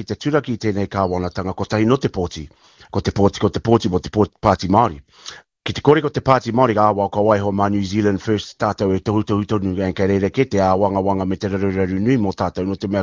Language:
Māori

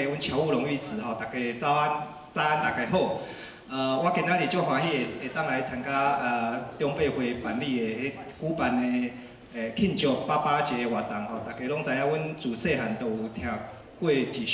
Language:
Min Nan Chinese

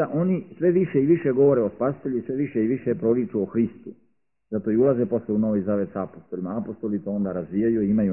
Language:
Serbian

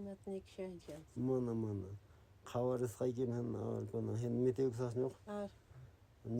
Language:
Quechua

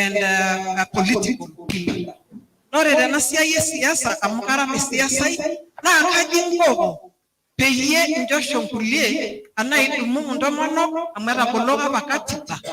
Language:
Masai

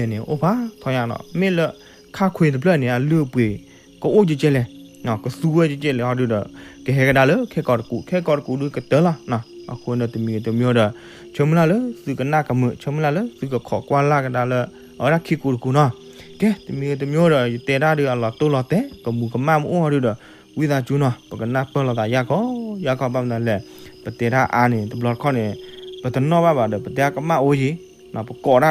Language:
S'gaw Karen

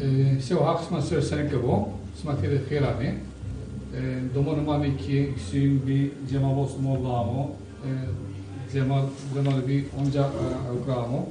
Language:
Zaza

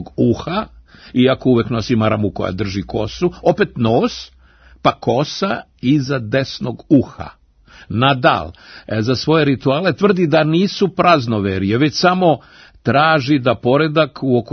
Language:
Serbian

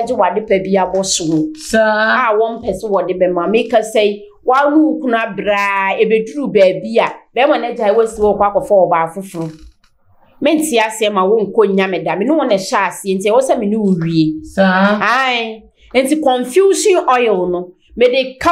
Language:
Akan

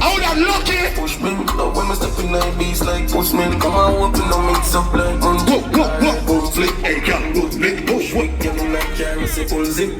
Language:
Jamaican Creole English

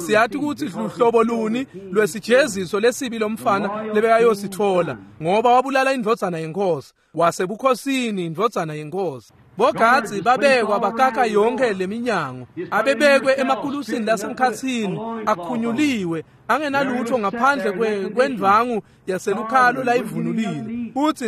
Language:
Swati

